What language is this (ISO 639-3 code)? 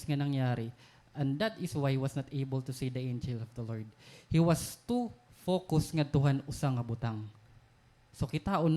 war